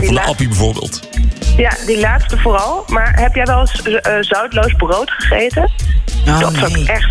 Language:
Dutch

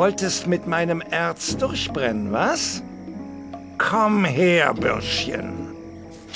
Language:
Bavarian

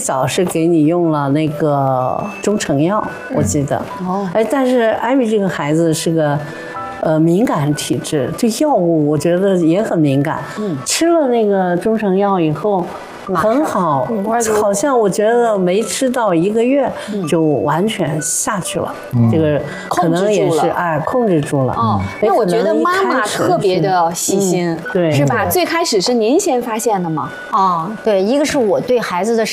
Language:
Chinese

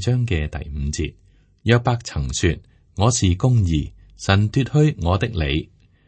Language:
Cantonese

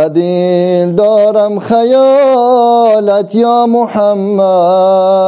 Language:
Tajik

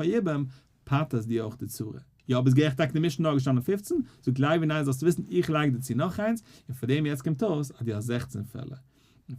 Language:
Yiddish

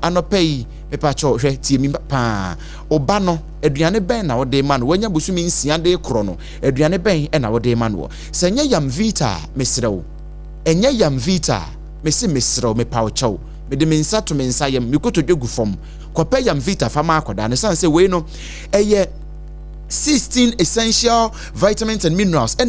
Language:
Akan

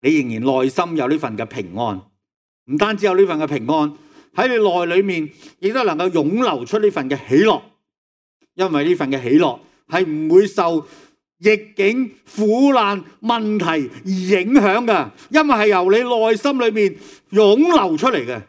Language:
Cantonese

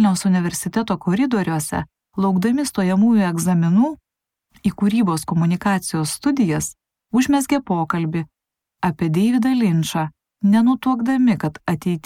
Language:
Lithuanian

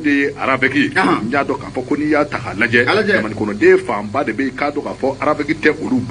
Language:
Bambara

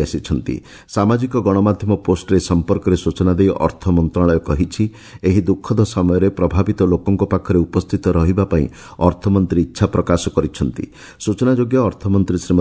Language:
Odia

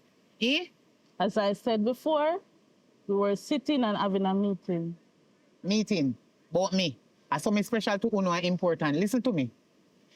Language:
Jamaican Creole English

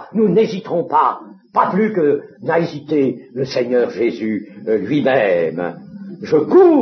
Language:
French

